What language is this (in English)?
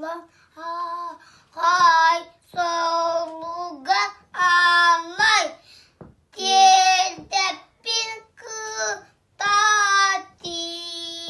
Yakut